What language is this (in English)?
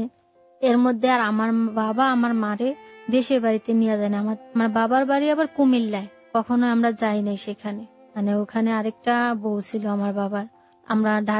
Bangla